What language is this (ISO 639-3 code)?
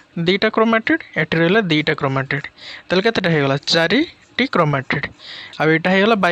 ori